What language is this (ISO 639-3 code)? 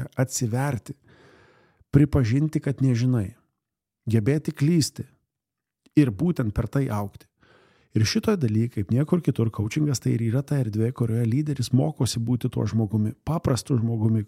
lit